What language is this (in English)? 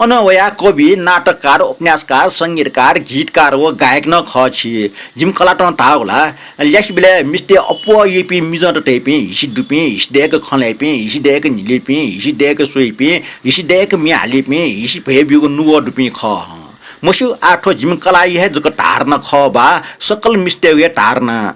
Newari